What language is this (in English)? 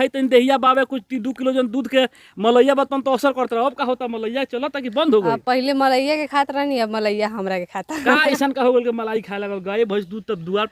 Bhojpuri